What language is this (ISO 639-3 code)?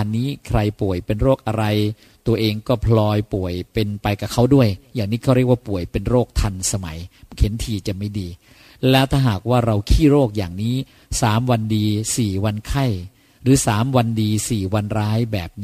tha